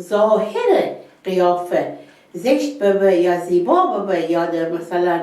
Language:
Gilaki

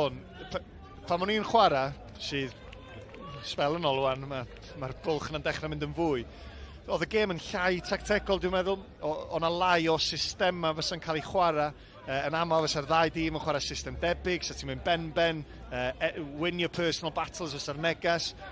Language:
Welsh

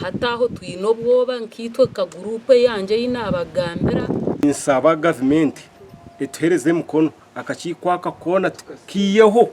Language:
Nyankole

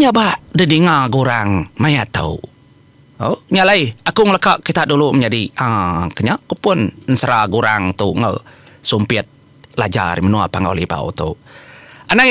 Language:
Iban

